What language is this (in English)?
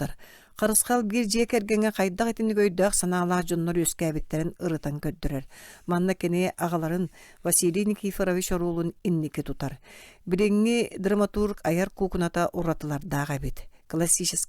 Yakut